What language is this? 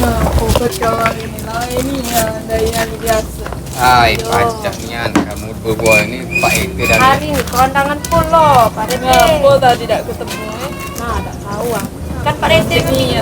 Musi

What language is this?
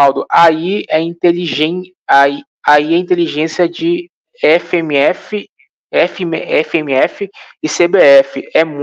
Portuguese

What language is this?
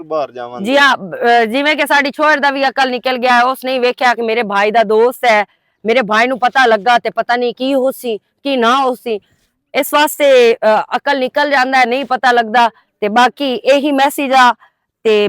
Western Panjabi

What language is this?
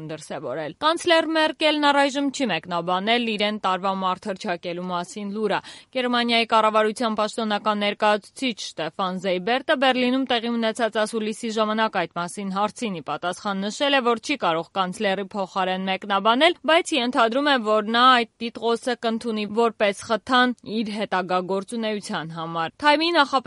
Armenian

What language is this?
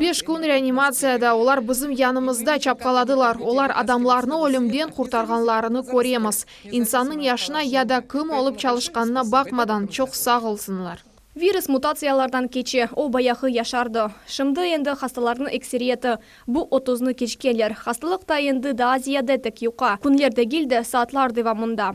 Crimean Tatar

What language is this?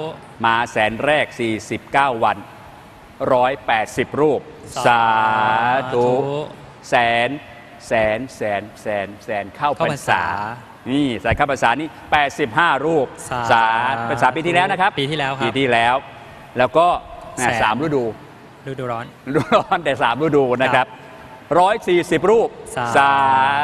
Thai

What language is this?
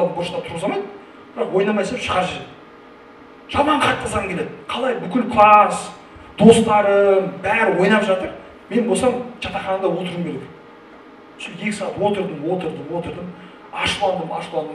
Kazakh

